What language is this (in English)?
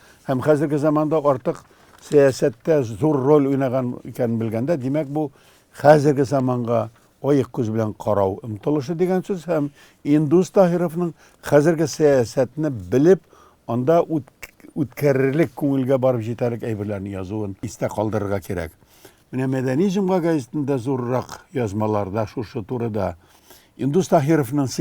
Tatar